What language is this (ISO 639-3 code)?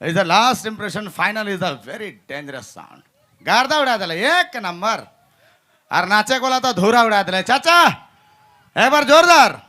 sck